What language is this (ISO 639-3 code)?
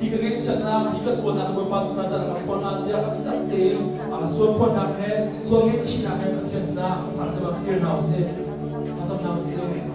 cnh